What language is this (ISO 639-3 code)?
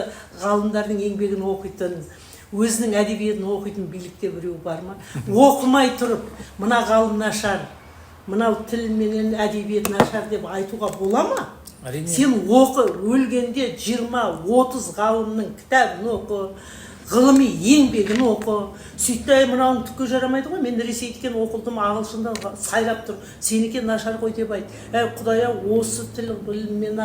kaz